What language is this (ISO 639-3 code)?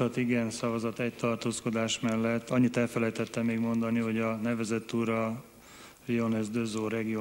hun